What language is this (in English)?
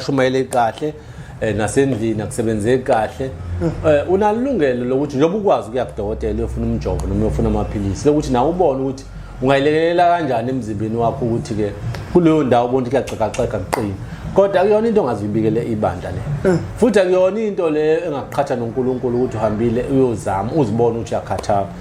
Zulu